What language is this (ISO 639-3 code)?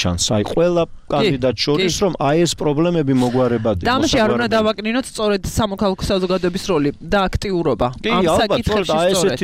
kat